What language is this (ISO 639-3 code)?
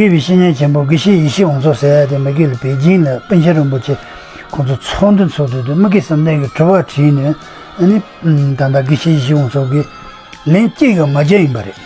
bod